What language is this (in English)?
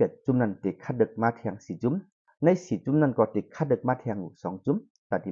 Lao